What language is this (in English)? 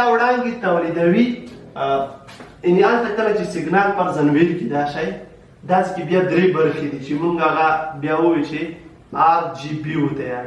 Pashto